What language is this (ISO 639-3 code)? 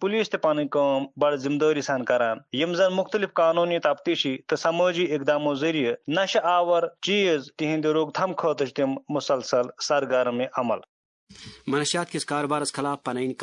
kas